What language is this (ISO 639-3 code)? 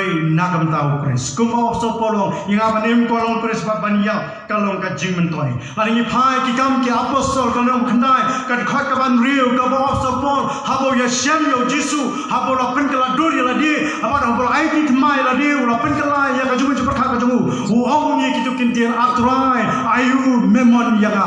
kha